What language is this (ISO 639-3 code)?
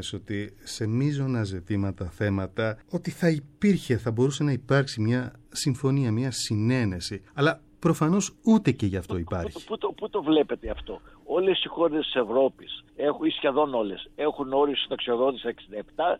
ell